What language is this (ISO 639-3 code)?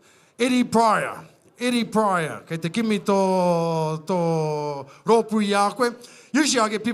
mri